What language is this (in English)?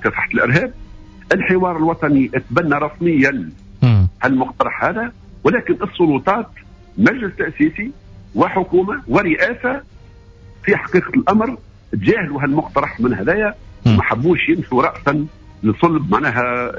Tunisian Arabic